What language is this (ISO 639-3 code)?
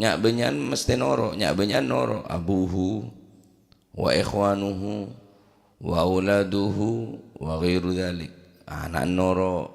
mad